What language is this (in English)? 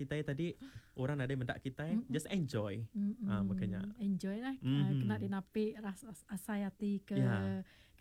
Iban